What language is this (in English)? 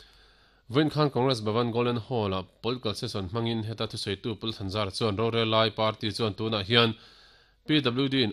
Mizo